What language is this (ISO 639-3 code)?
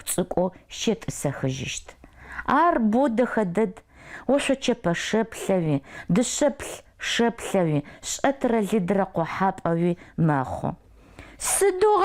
ady